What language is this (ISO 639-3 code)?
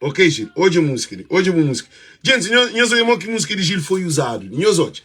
kea